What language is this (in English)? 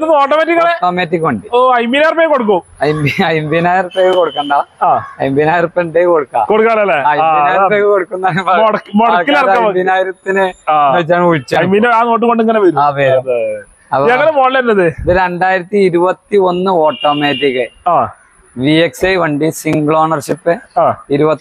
Malayalam